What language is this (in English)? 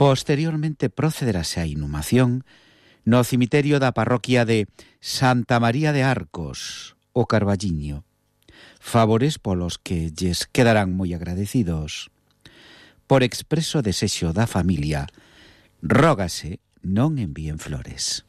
Galician